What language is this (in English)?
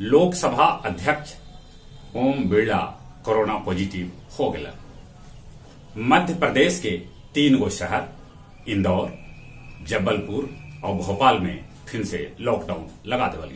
Magahi